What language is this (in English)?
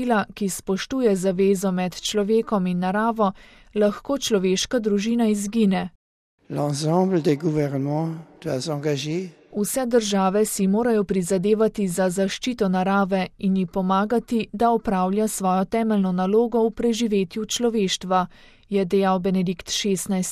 Slovenian